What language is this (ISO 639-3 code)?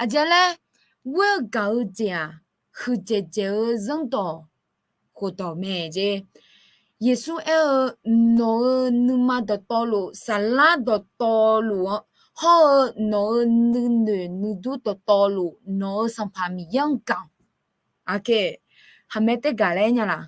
ahk